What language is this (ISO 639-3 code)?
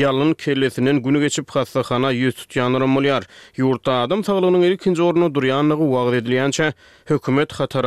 tuk